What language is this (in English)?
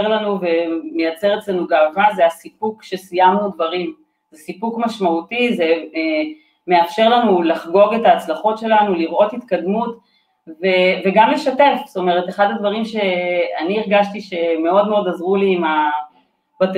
Hebrew